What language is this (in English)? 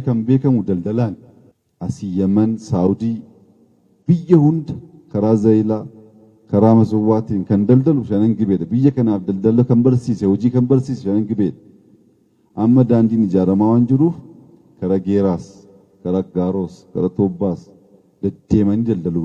Oromo